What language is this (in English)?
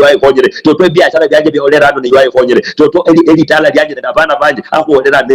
Luyia